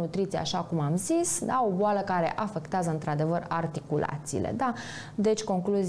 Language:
Romanian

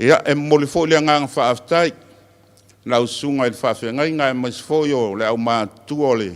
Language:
Samoan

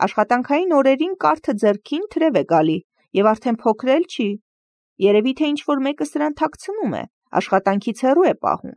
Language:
Armenian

